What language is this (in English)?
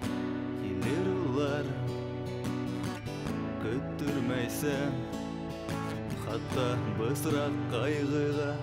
Bashkir